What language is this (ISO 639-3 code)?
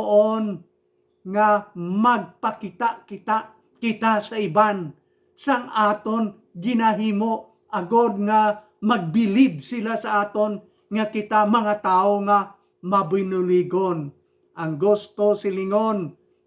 hil